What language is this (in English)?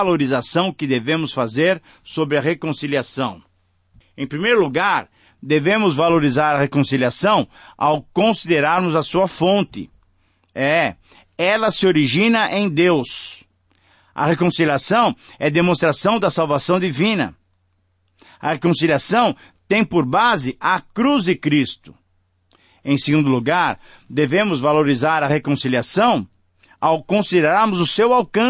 Portuguese